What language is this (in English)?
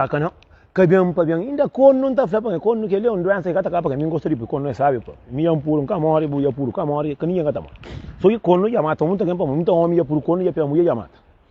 Kabuverdianu